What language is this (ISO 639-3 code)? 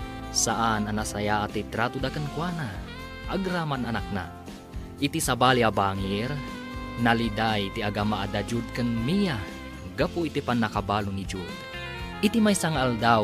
ilo